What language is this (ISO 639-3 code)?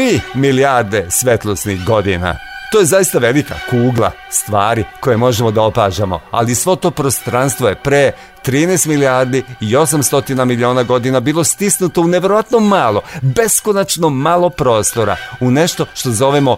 srp